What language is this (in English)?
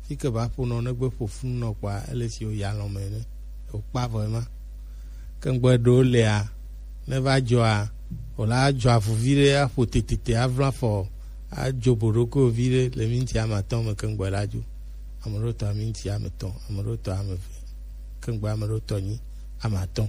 Gen